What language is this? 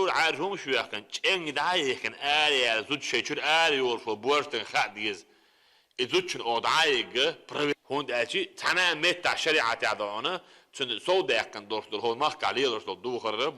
Chechen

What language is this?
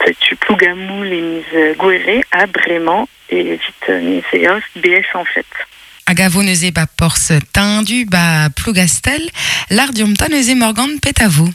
Breton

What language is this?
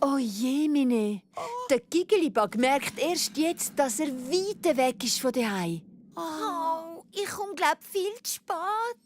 Swiss German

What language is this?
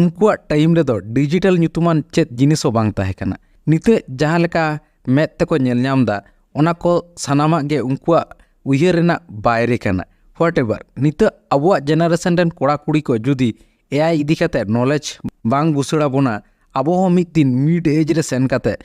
Santali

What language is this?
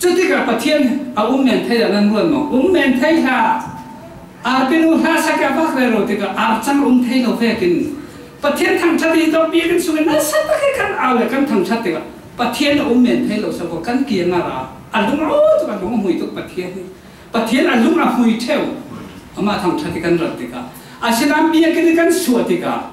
Falam Chin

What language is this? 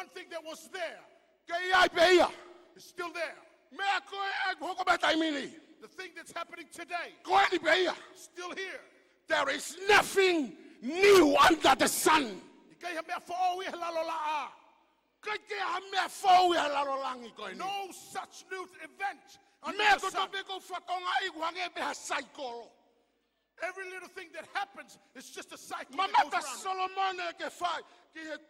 Tongan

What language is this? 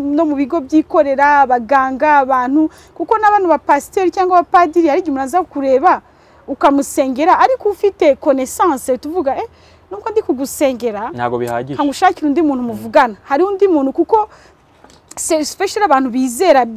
Kinyarwanda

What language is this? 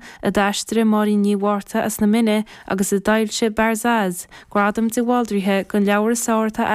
Irish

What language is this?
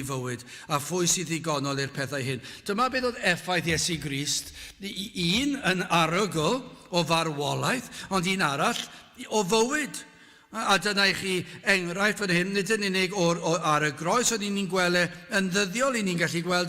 Welsh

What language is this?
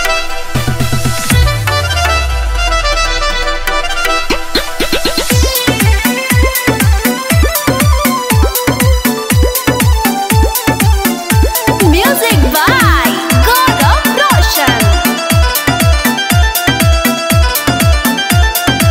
Bhojpuri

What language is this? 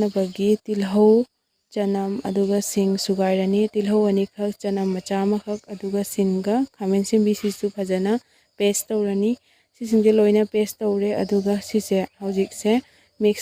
Manipuri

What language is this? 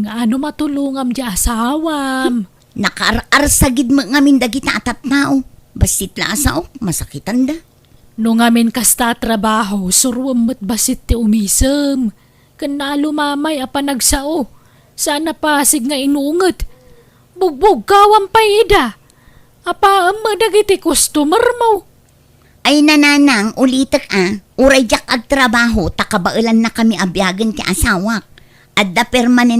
Iloko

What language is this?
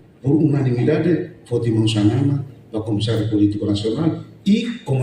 Tetum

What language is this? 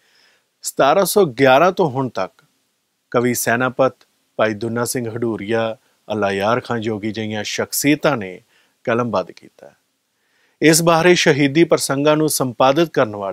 Punjabi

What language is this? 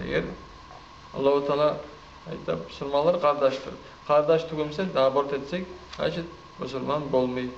Kumyk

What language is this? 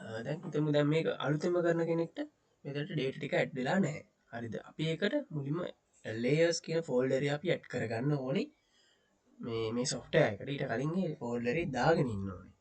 Sinhala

